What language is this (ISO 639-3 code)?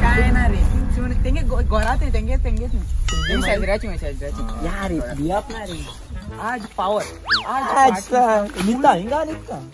kok